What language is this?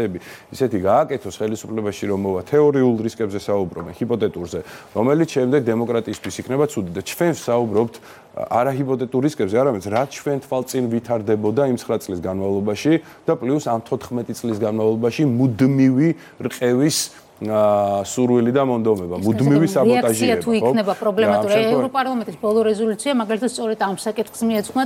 Georgian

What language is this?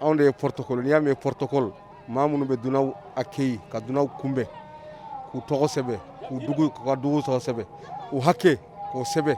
Bambara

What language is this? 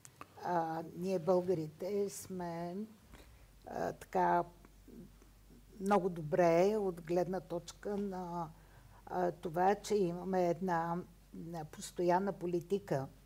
Bulgarian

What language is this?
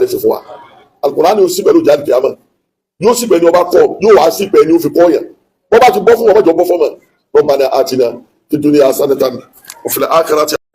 Yoruba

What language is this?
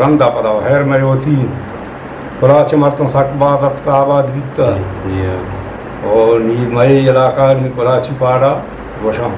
Eastern Balochi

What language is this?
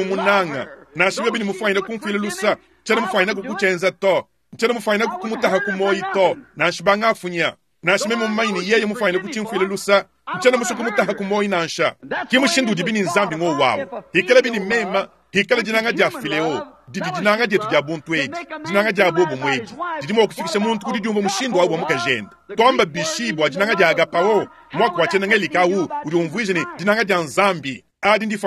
Luba-Lulua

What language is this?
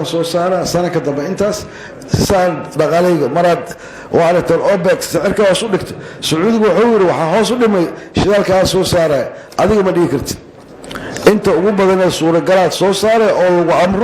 Somali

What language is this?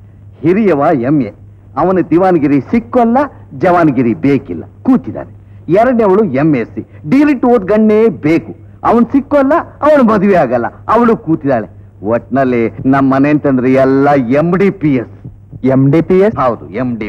Kannada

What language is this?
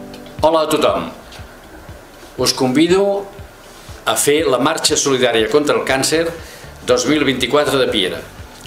Catalan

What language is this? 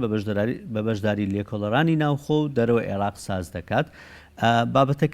Central Kurdish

